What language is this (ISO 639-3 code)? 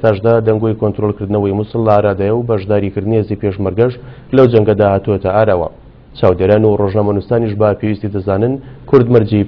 ckb